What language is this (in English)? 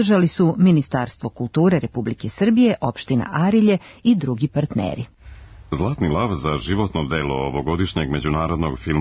Serbian